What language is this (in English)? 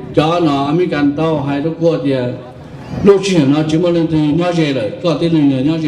Hmong